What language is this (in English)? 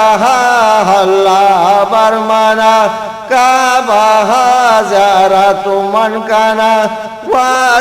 Eastern Balochi